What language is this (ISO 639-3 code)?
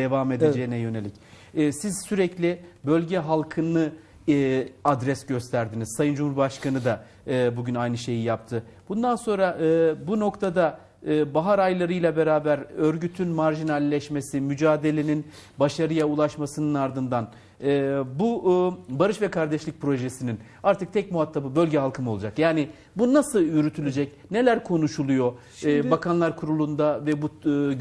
tur